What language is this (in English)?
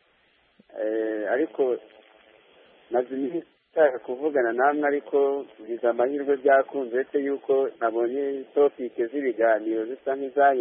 Kinyarwanda